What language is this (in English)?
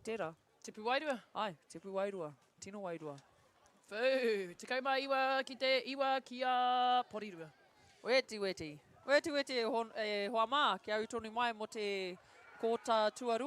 Māori